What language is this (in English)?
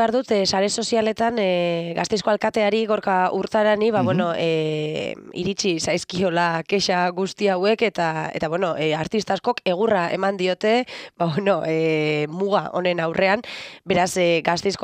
Basque